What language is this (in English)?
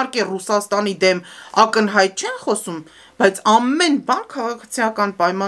Armenian